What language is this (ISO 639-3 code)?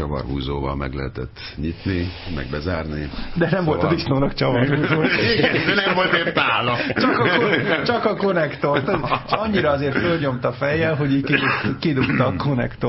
hun